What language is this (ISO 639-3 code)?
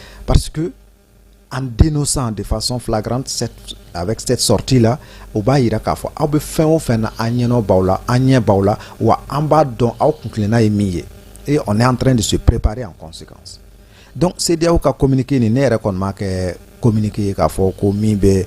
bam